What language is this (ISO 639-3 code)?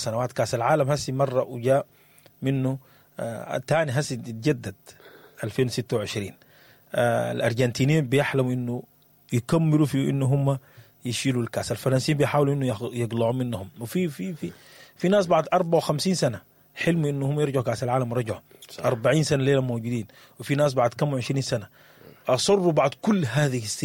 apd